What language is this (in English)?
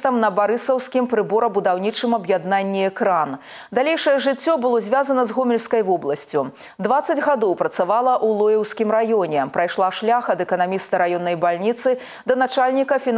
Belarusian